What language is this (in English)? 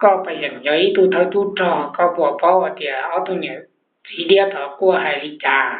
Hmong